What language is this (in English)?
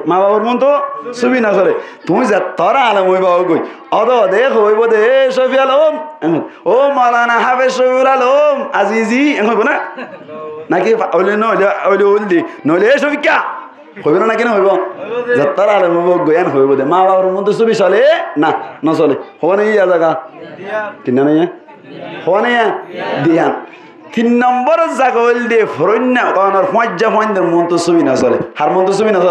Rohingya